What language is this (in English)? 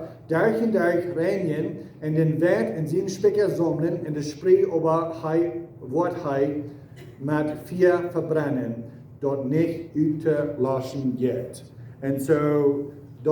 Plautdietsch